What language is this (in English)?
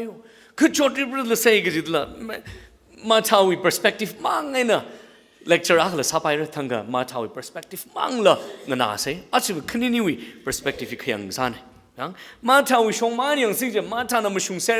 Tangkhul Naga (India)